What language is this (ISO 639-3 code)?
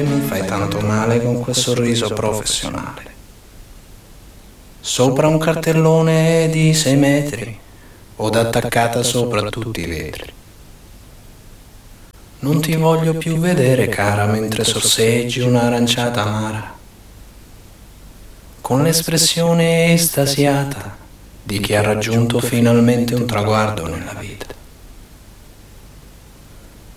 ita